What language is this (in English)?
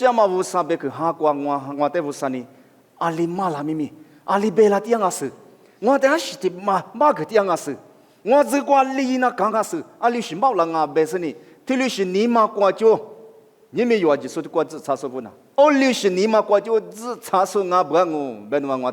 Lisu